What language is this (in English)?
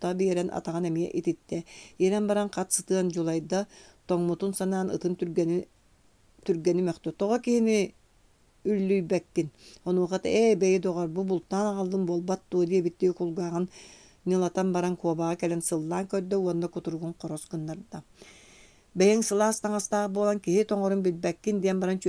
Yakut